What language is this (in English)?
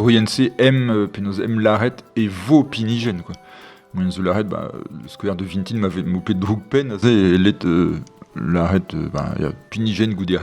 Breton